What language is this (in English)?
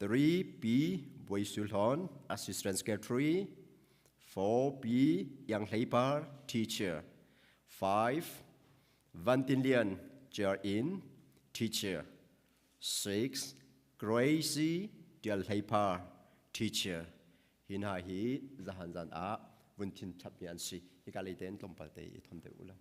Hakha Chin